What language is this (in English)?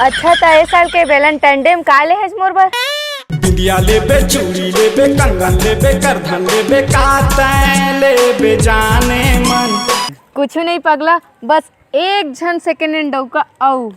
Chhattisgarhi